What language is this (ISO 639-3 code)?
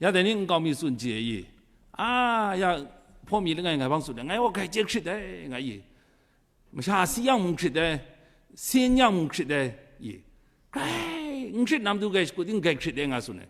kac